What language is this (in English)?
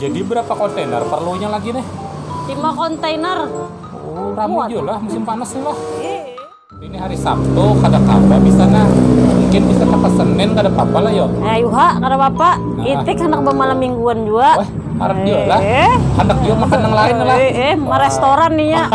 Banjar